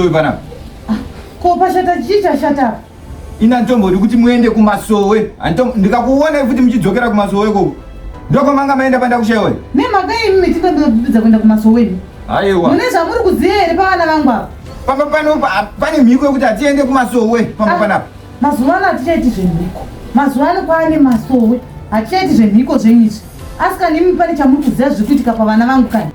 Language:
Shona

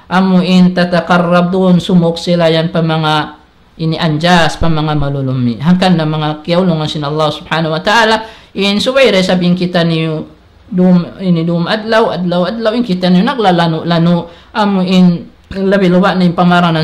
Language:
Tausug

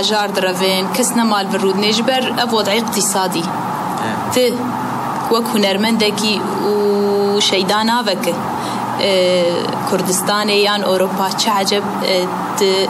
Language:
Kurdish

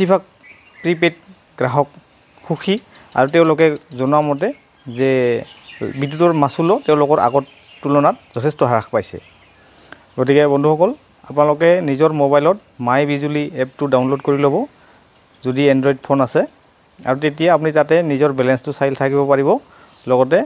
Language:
Assamese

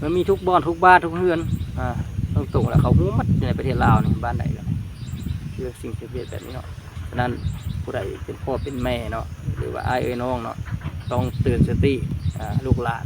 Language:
Lao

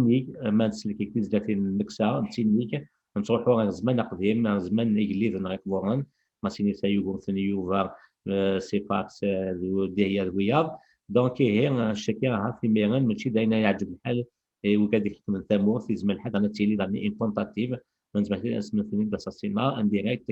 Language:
Kabyle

